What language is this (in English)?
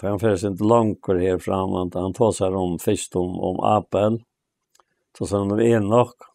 Faroese